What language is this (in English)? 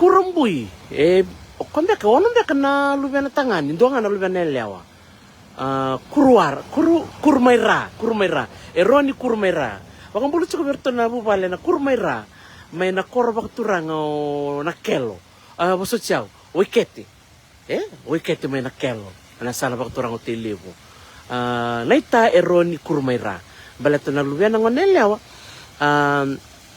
Fijian